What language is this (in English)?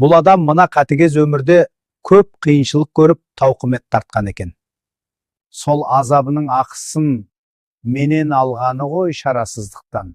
Kazakh